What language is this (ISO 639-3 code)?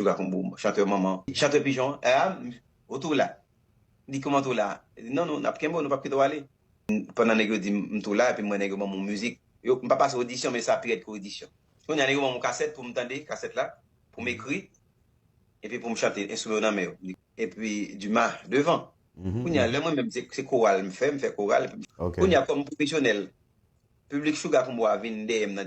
hat